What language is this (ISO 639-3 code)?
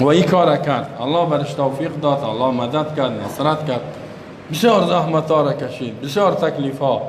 fas